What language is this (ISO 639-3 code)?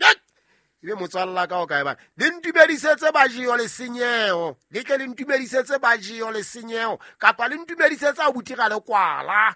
sot